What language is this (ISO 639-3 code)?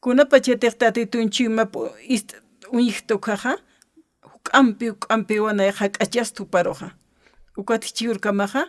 aym